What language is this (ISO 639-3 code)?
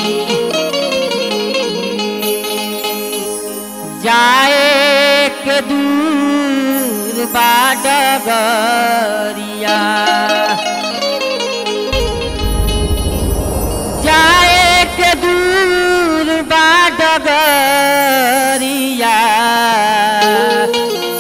bho